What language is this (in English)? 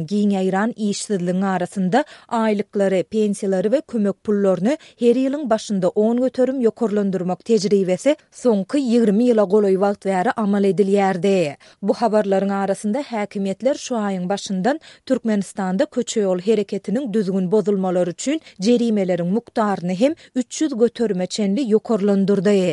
Turkmen